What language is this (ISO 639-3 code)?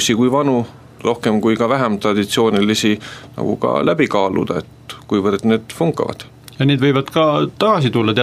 est